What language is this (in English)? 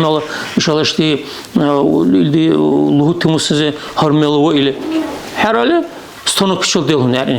Dargwa